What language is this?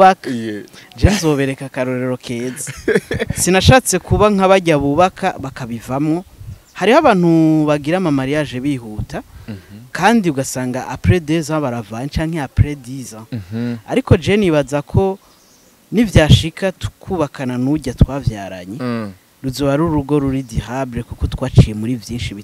Rundi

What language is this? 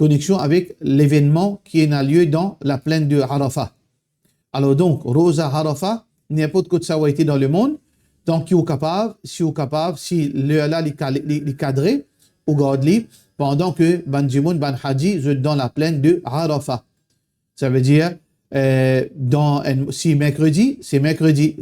Morisyen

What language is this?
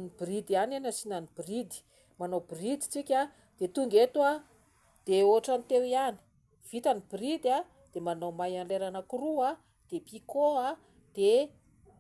Malagasy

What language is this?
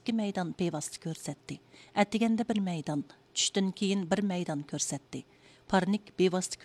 Uyghur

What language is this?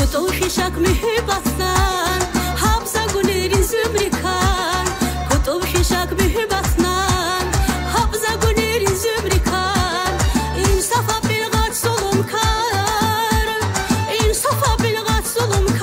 Tabassaran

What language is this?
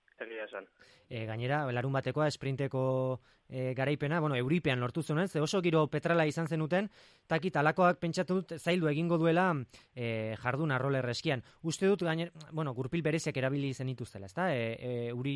Basque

